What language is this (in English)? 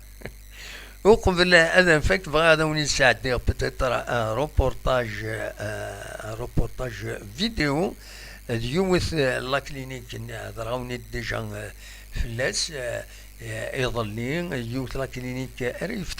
Kabyle